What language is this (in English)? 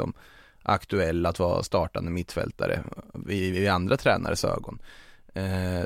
Swedish